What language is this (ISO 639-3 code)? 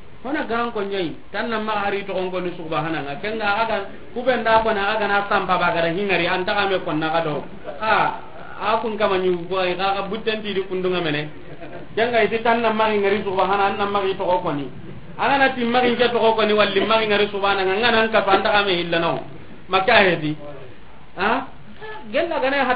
snk